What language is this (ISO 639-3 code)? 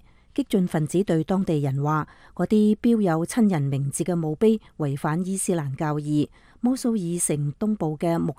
yue